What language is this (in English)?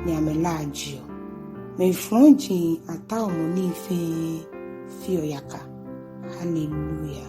Ga